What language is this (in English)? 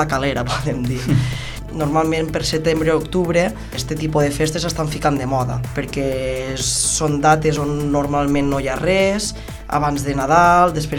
Catalan